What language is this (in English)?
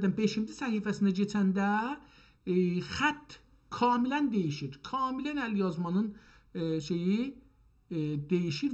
South Azerbaijani